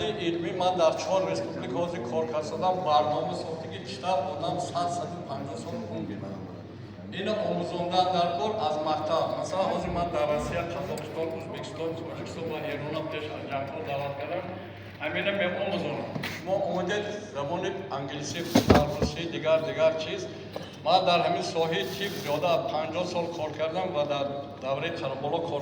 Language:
Tajik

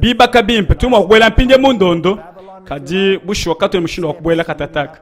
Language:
Luba-Lulua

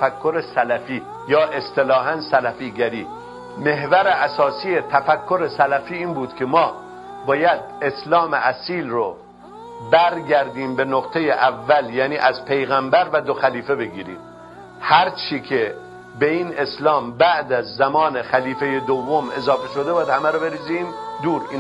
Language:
Persian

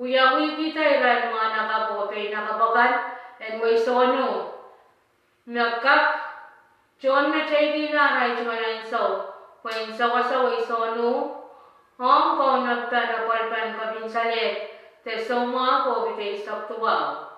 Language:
Pohnpeian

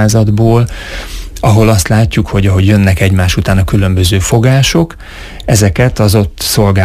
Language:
Hungarian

